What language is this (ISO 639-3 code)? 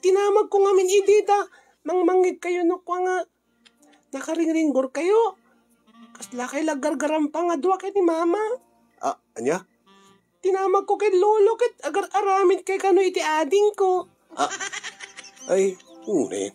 ilo